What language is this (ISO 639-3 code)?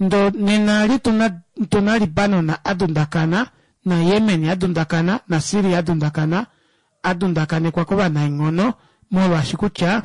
kua